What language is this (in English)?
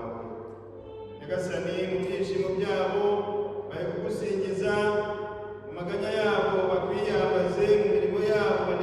Kinyarwanda